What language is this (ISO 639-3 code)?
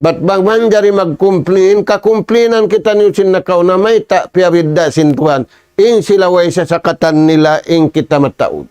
tsg